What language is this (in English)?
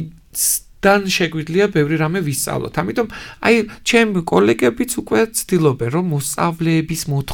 Georgian